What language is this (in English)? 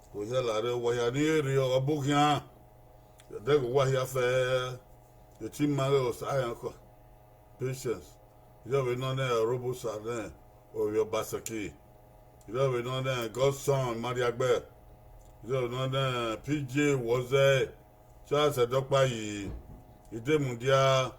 Bini